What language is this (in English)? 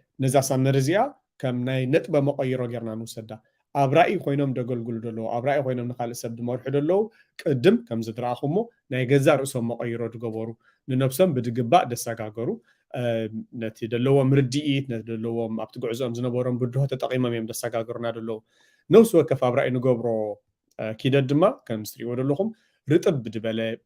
Tigrinya